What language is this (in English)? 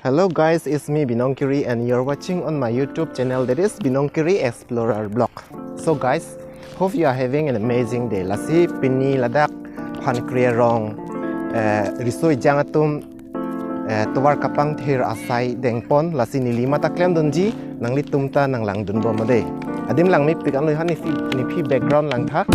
Karbi